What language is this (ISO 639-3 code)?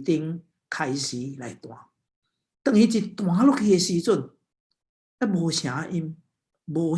nan